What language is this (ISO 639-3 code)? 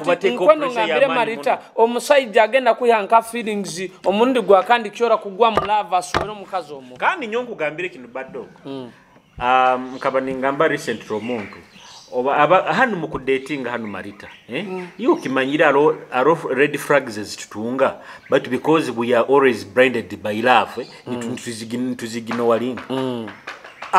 nyo